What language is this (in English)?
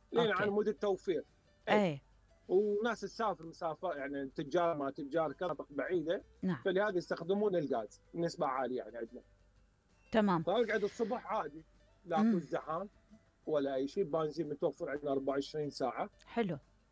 Mesopotamian Arabic